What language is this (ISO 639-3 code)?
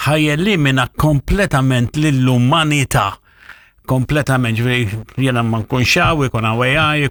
mlt